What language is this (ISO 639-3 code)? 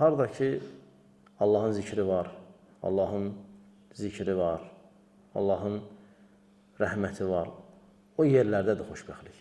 aze